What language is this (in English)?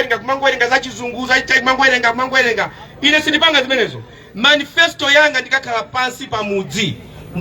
Nyanja